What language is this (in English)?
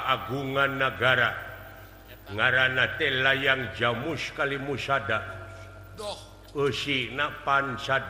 Sundanese